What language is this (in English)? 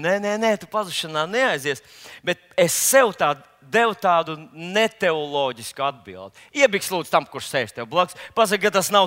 Latvian